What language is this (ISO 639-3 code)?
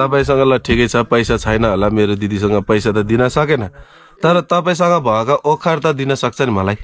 nep